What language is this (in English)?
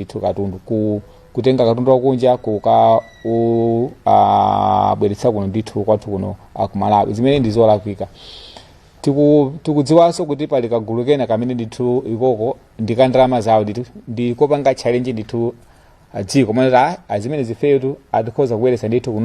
Nyanja